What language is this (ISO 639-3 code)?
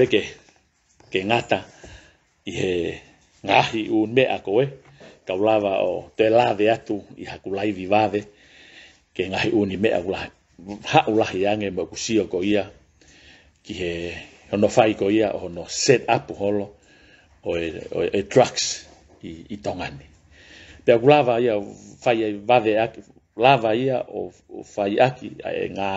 ton